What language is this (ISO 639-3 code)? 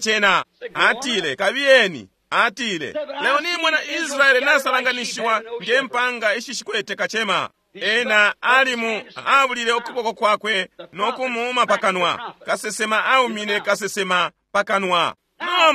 bem